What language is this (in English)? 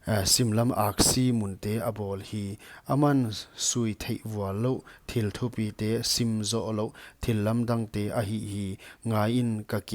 Paite Chin